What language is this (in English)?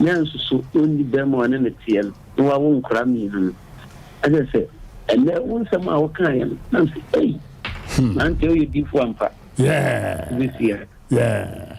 Akan